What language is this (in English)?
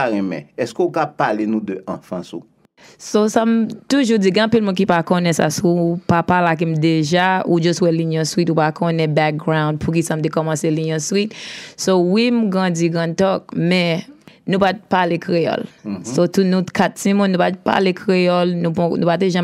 Haitian Creole